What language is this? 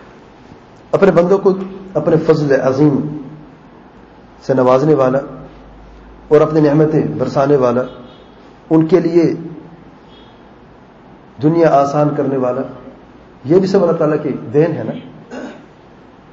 Urdu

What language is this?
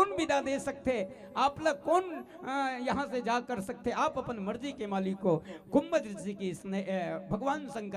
Chhattisgarhi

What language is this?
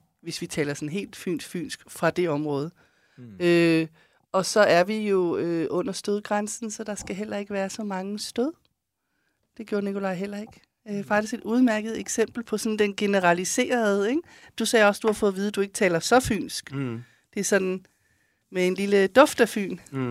Danish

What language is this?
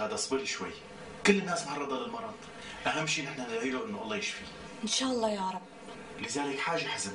North Levantine Arabic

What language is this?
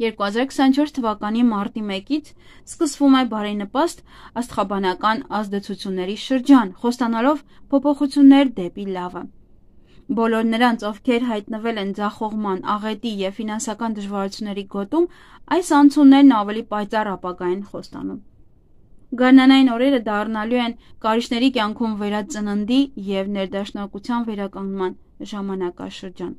Armenian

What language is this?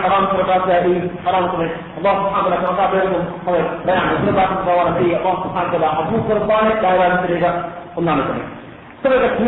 Divehi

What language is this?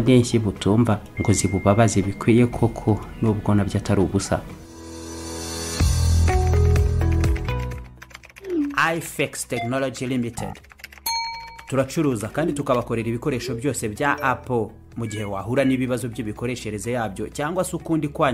Kinyarwanda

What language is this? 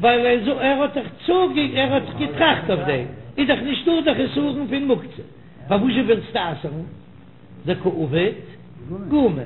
Yiddish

